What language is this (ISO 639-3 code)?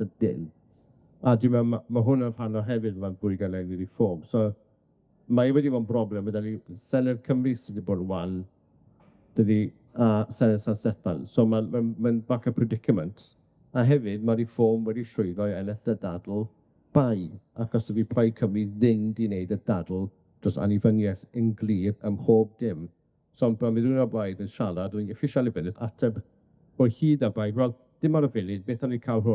cym